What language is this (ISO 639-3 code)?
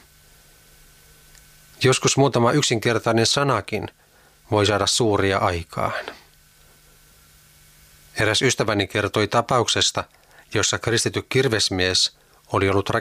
fin